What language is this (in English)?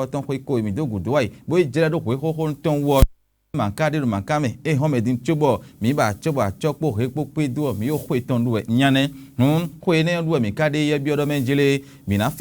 Fon